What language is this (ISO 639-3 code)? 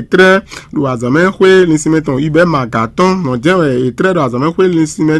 fon